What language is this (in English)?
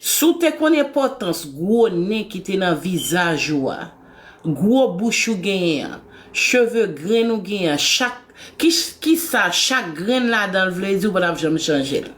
Haitian Creole